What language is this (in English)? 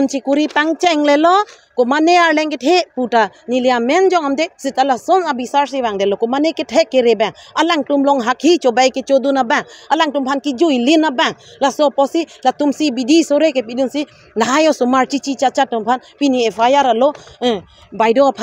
Karbi